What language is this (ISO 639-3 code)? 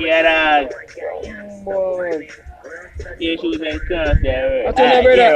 jam